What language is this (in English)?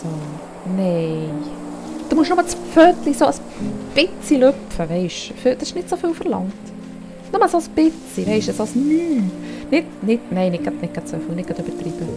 Swiss German